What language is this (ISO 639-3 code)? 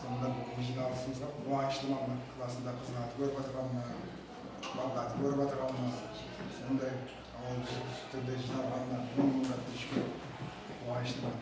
kaa